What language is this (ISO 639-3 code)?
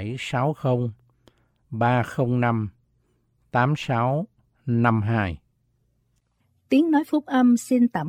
vie